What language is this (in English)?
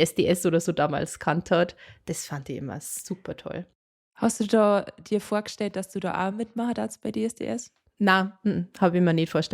Bavarian